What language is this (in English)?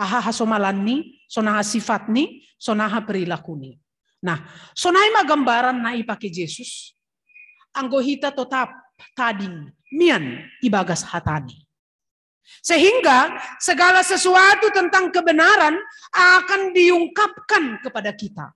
Batak Simalungun